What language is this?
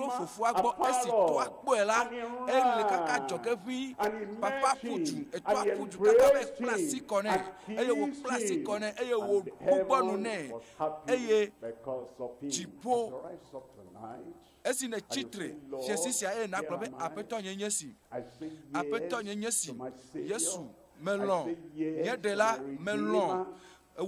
Ewe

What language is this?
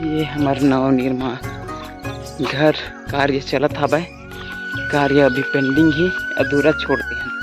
Chhattisgarhi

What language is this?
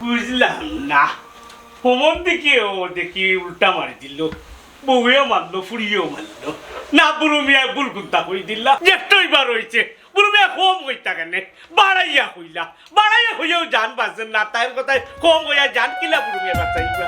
Sylheti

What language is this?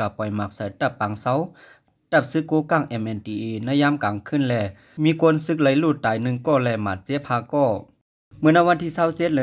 Lao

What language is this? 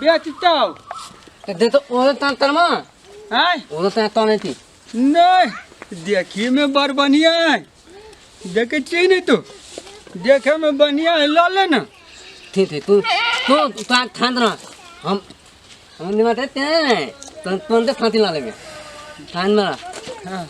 Maithili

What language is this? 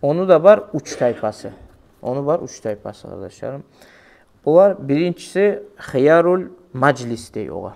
Kumyk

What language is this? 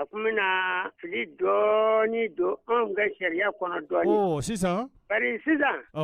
Bambara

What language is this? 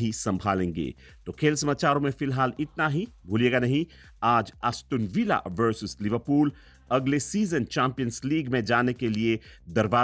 Hindi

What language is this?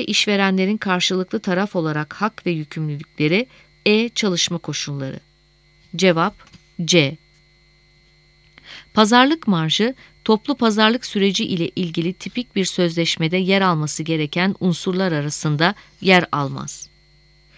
Turkish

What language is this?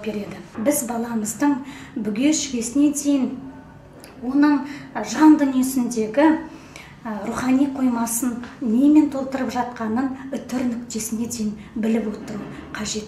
Kazakh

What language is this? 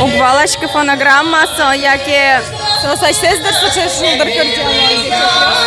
Udmurt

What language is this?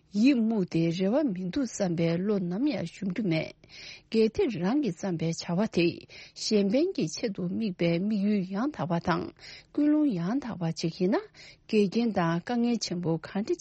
Tibetan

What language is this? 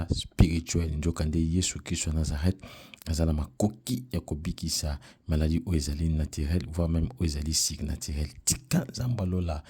Lingala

